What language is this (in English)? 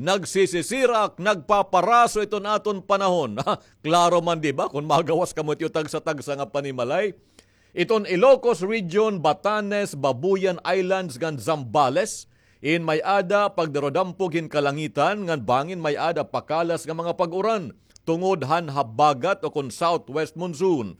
Waray